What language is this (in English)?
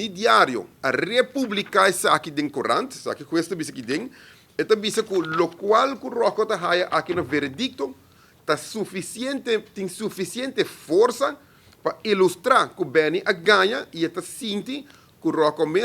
Papiamento